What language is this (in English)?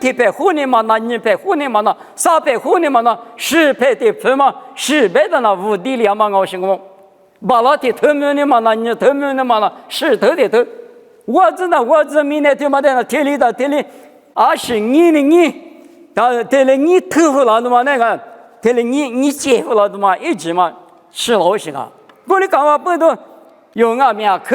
Lisu